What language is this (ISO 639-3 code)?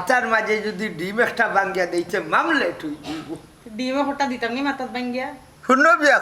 syl